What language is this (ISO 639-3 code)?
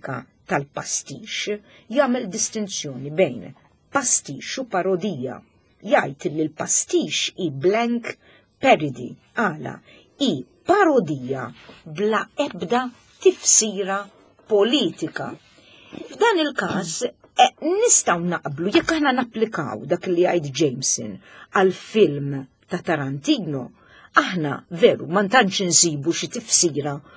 mlt